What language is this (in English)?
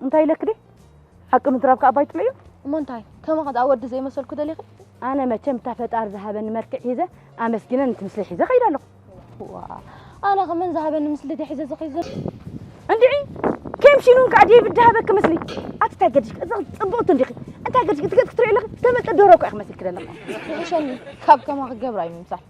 Tigrinya